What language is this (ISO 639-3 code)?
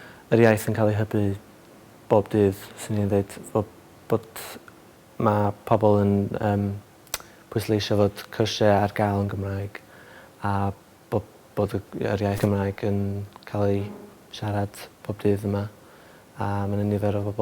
cym